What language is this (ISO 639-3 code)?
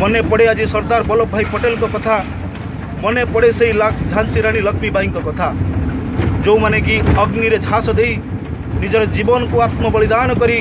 ori